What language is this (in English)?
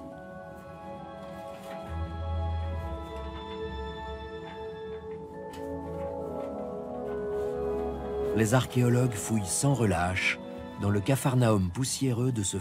French